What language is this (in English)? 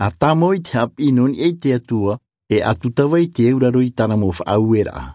Tahitian